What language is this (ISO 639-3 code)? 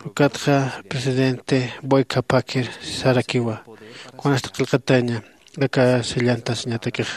aym